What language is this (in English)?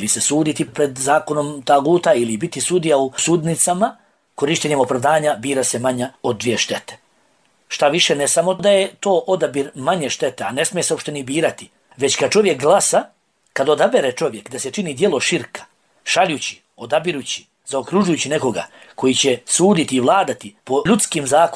Bosnian